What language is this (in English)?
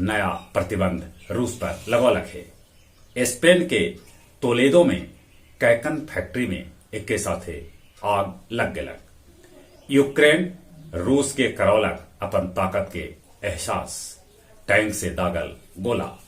Magahi